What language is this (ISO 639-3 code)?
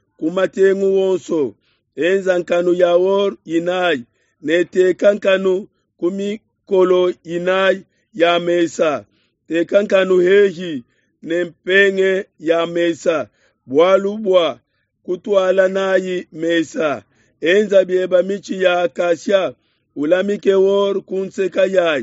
lua